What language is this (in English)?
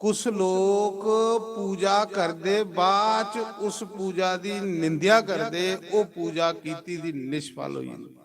Dogri